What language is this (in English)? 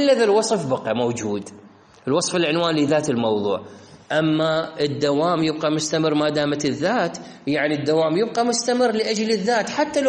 Mesopotamian Arabic